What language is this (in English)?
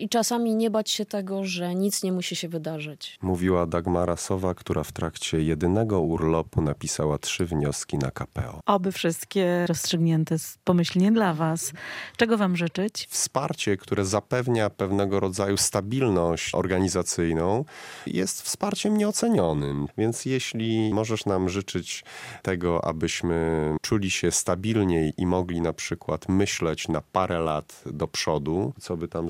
Polish